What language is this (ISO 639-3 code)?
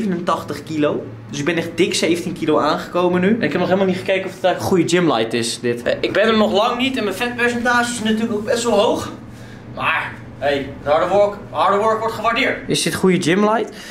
nld